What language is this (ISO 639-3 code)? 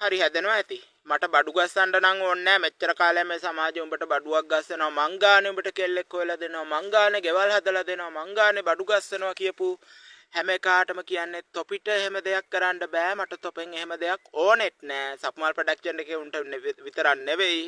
sin